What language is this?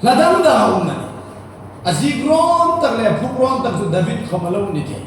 Hmar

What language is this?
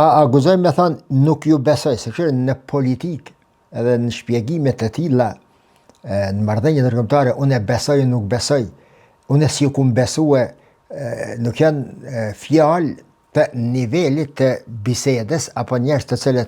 Albanian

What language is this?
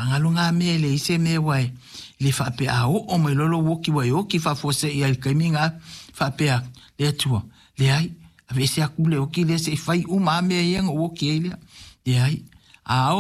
Samoan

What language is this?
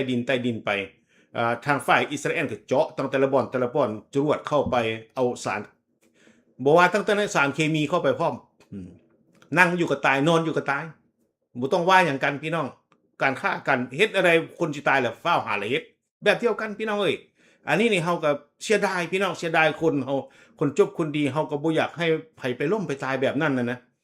Lao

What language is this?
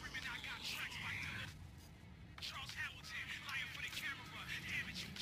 German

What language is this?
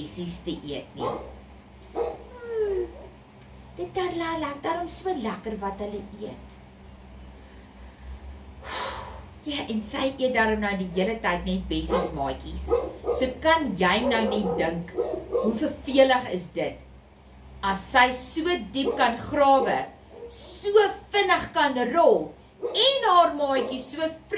Afrikaans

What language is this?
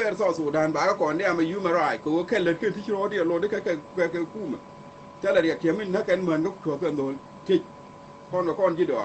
Nuer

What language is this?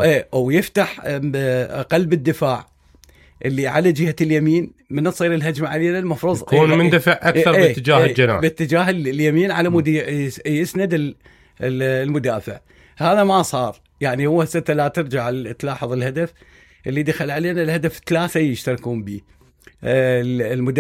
Mesopotamian Arabic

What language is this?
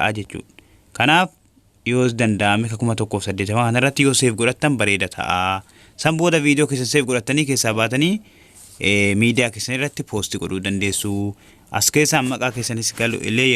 Oromo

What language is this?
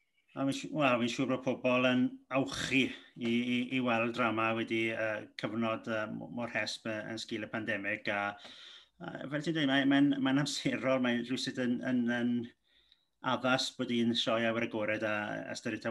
Welsh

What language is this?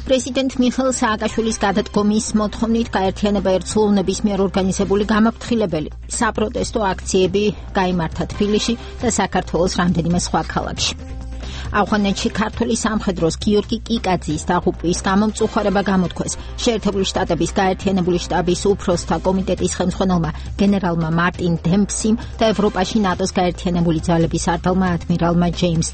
Georgian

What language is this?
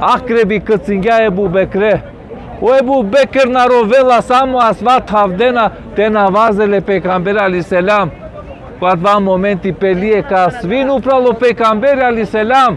Balkan Romani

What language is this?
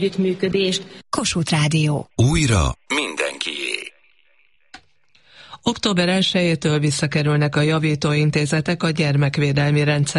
Hungarian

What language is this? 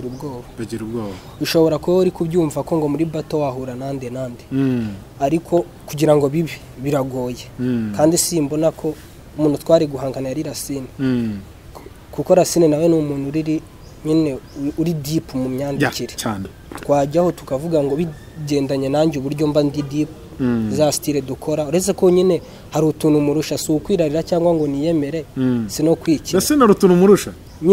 Kinyarwanda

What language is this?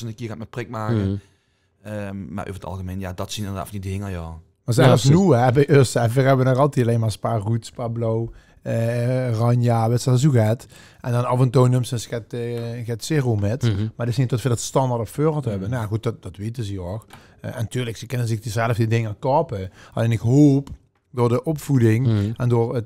Limburgish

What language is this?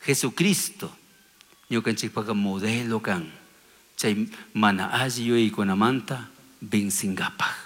Chimborazo Highland Quichua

